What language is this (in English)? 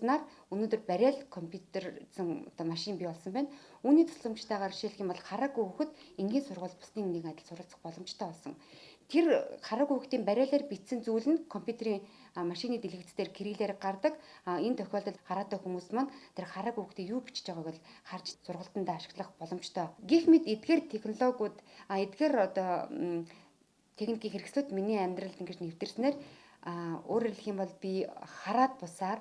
Mongolian